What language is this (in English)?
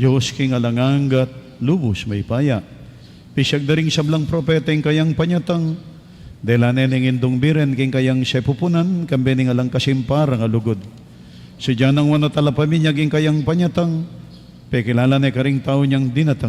Pampanga